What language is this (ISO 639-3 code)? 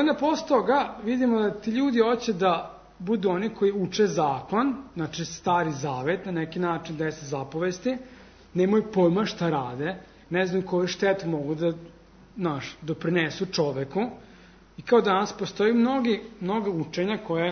srp